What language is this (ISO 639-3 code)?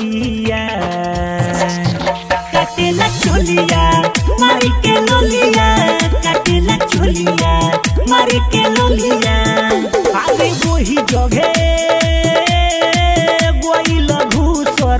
bho